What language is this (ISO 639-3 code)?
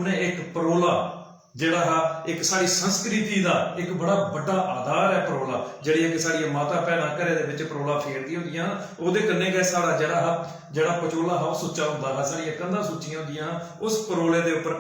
doi